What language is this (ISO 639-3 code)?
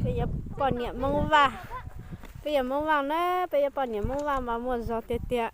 hmn